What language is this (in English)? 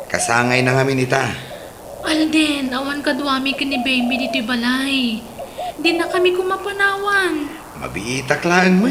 Iloko